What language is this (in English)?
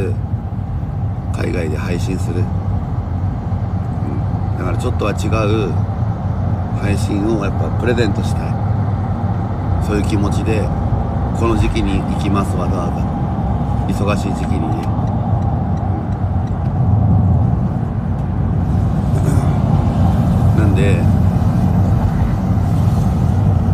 Japanese